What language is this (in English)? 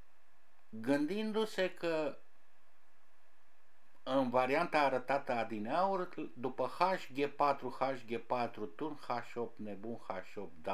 Romanian